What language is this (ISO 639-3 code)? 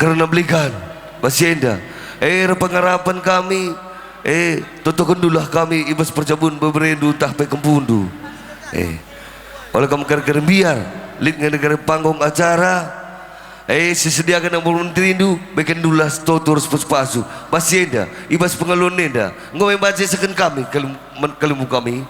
btx